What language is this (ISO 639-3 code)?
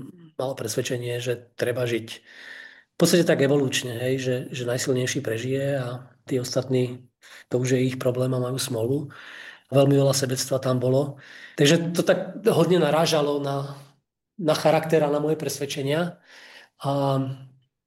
slk